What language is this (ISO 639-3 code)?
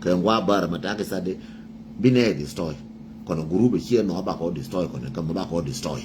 nus